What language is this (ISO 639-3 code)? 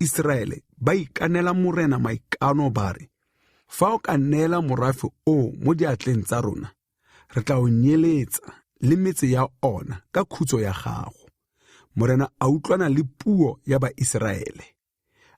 tsn